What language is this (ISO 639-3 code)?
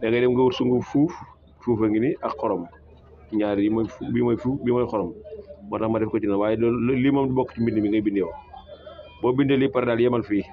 wol